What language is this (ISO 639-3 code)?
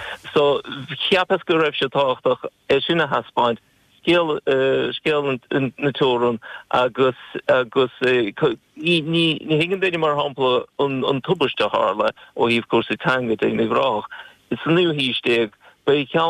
gle